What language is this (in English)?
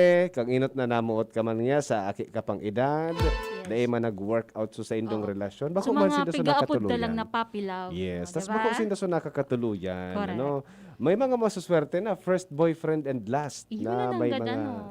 Bikol